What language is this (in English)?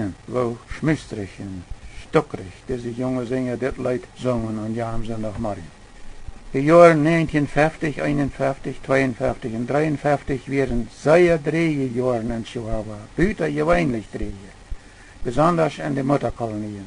Plautdietsch